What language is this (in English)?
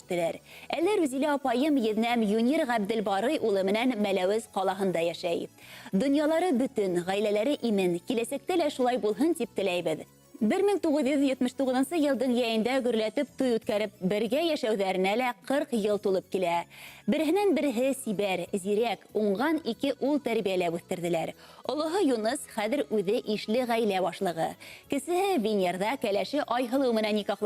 Bashkir